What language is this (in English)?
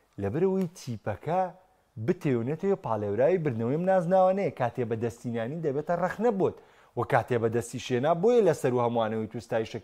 Central Kurdish